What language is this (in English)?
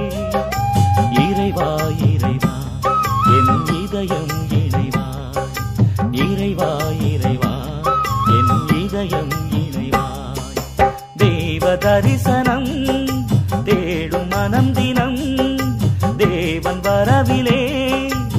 Tamil